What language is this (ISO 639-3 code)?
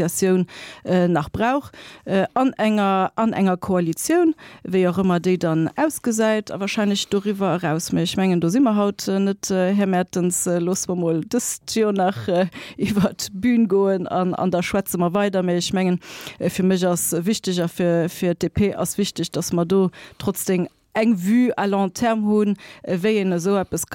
ltz